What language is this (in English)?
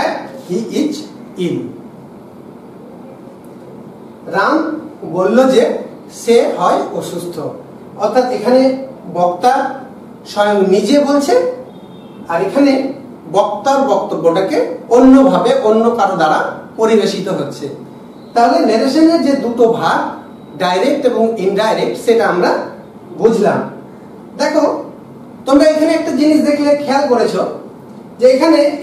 Bangla